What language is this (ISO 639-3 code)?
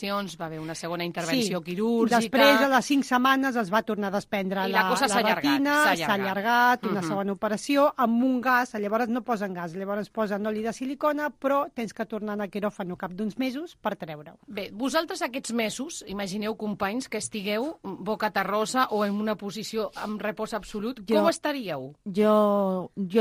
cat